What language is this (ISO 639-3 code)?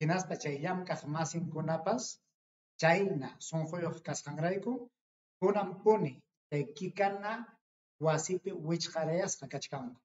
quy